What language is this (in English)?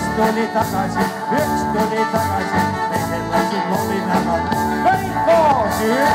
Estonian